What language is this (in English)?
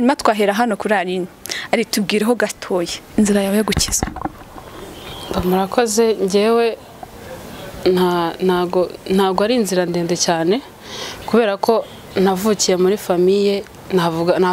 Kinyarwanda